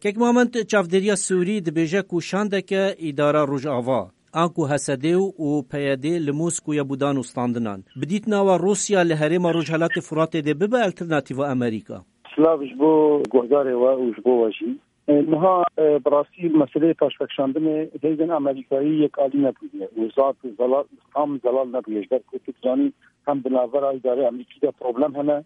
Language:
Kurdish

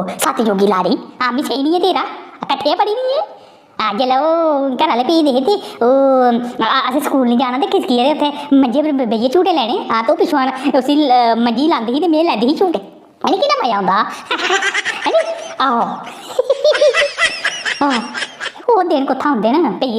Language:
Dogri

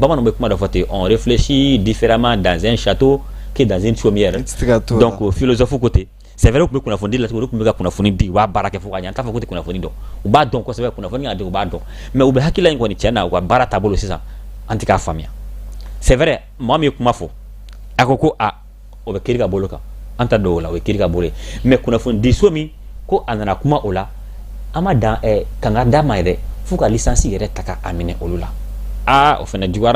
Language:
Bambara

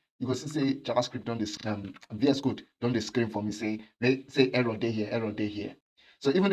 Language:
Nigerian Pidgin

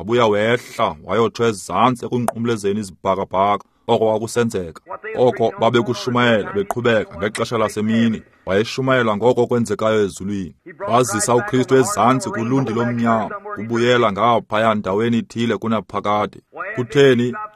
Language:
Xhosa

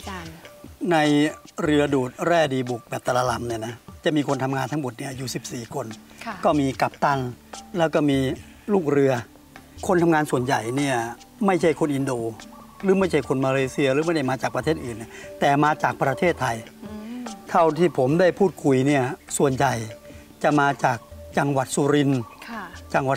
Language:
Thai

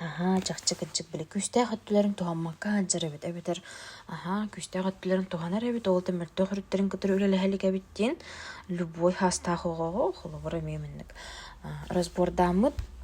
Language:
Yakut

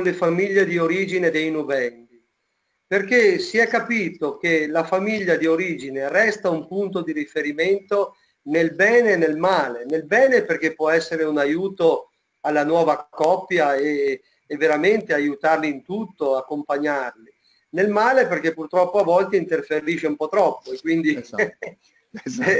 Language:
Italian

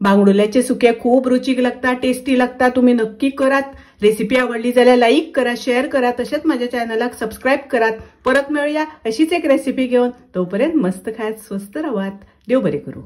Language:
Konkani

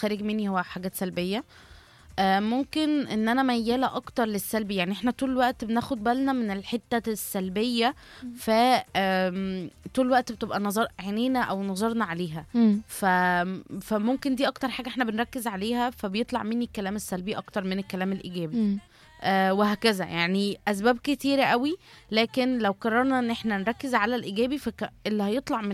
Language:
Egyptian Arabic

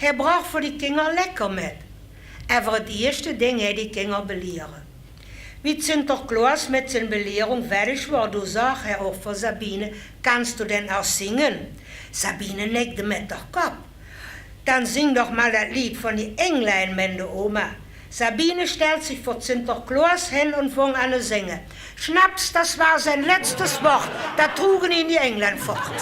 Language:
Limburgish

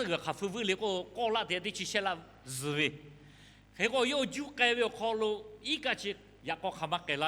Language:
Lahu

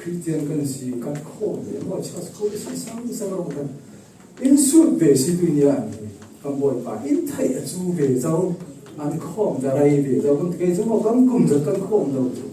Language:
Falam Chin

